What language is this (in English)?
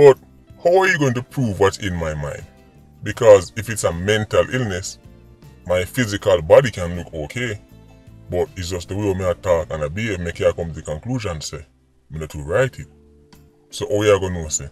Jamaican Creole English